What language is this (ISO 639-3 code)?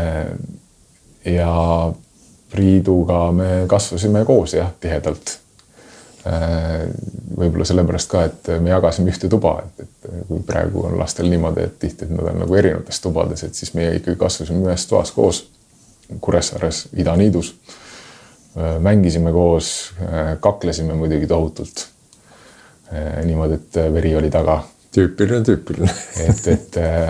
est